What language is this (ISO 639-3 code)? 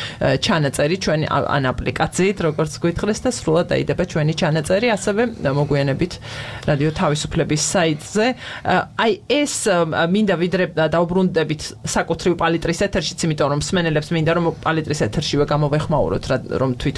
kat